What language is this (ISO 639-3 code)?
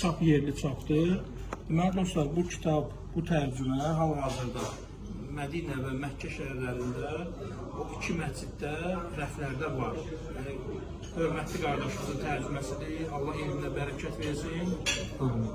aze